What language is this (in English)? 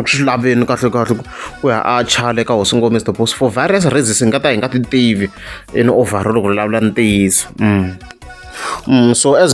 Tsonga